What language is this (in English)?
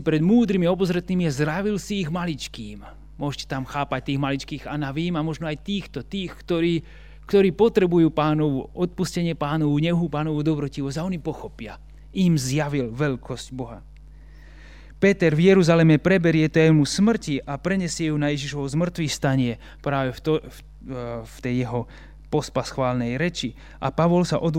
Slovak